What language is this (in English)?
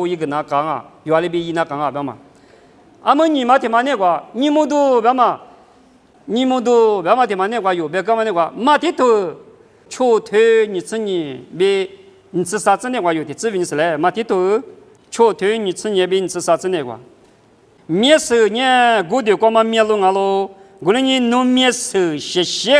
Lisu